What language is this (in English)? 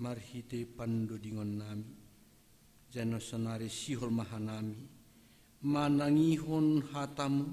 Batak Simalungun